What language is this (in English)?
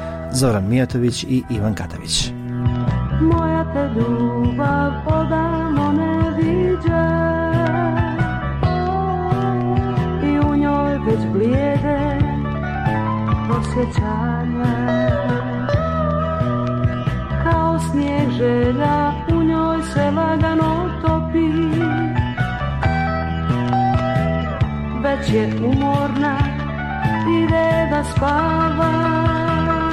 Bosnian